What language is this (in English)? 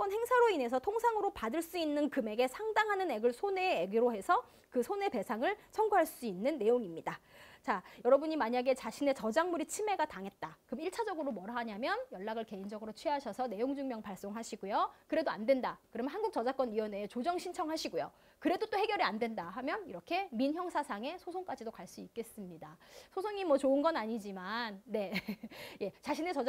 Korean